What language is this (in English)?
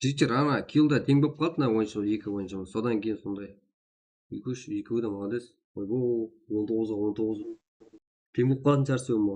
Kara-Kalpak